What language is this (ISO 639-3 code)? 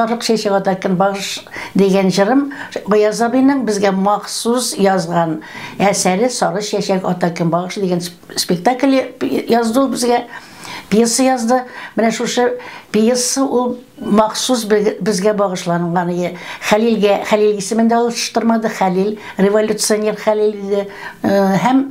tat